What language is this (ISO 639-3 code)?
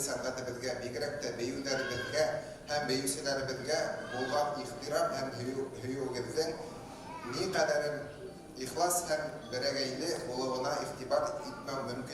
bak